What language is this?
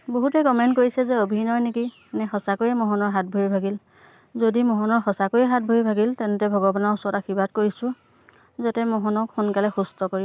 Assamese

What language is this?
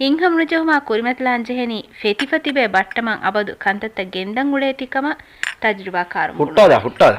Divehi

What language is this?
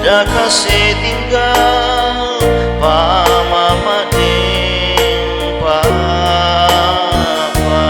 Manado Malay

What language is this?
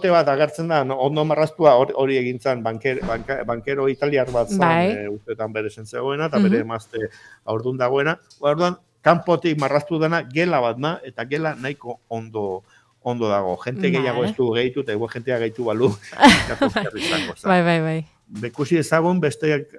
Basque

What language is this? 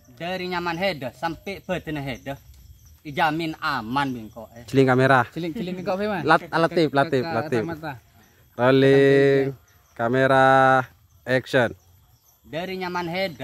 Madurese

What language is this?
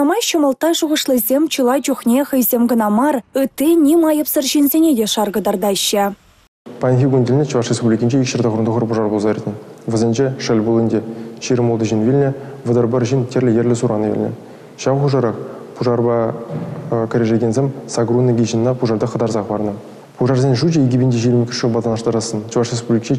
Chuvash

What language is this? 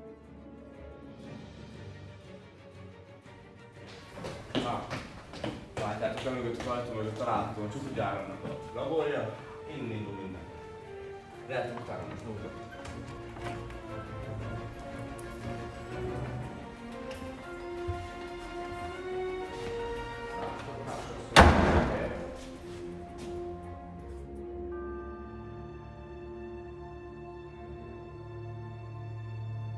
Hungarian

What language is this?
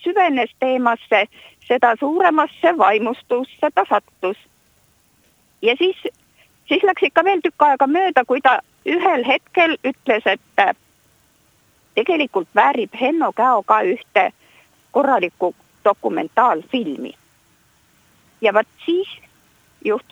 Estonian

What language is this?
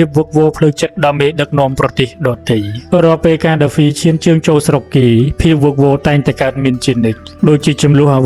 Khmer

